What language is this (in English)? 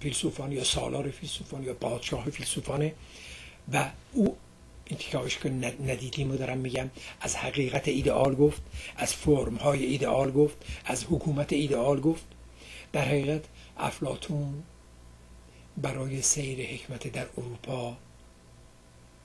Persian